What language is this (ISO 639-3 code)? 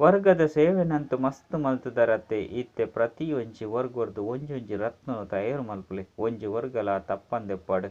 tcy